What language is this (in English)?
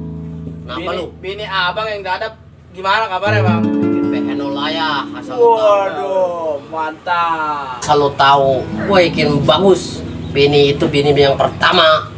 Betawi